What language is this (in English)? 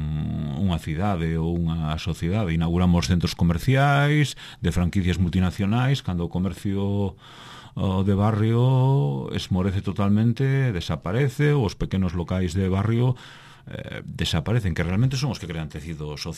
Galician